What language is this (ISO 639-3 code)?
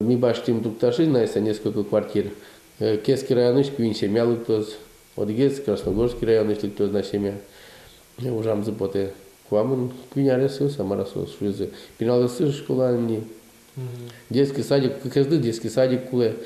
udm